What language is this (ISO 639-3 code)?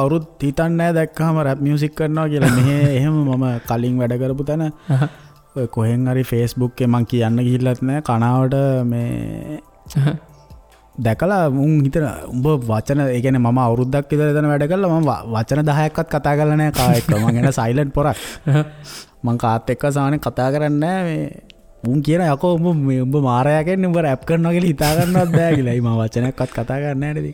sin